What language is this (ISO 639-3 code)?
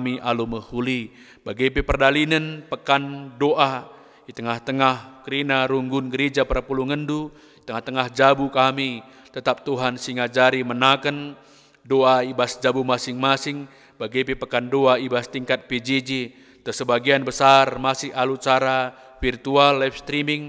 btx